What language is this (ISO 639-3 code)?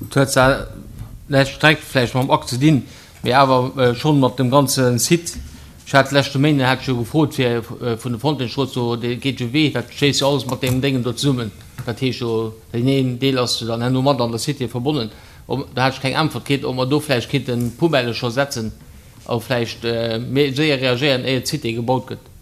ltz